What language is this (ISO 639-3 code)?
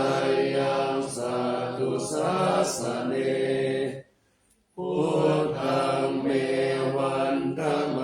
pli